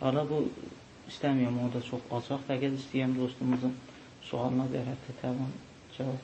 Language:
South Azerbaijani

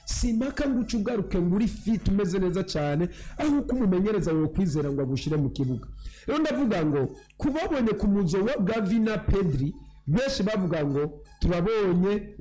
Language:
Rundi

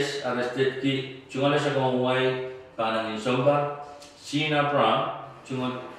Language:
Pohnpeian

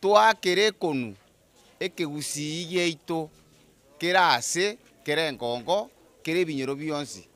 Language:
Gusii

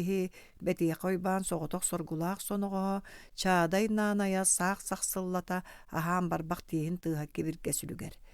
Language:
Yakut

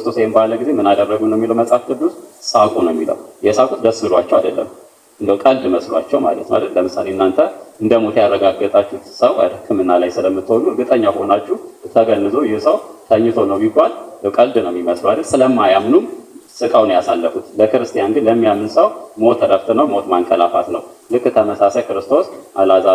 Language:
Amharic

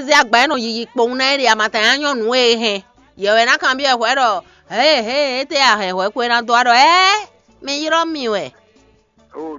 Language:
Fon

